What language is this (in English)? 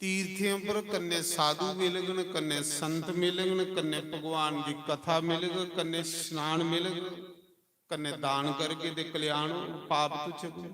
Dogri